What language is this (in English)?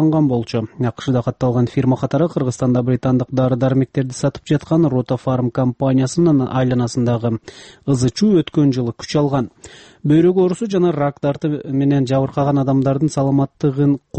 Kyrgyz